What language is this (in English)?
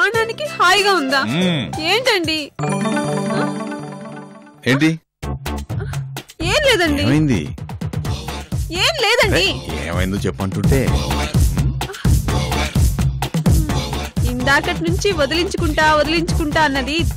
Telugu